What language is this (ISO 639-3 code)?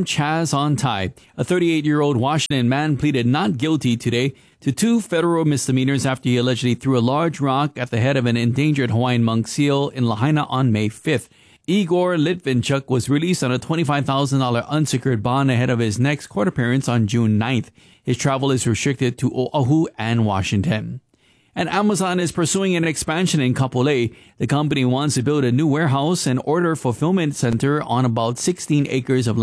eng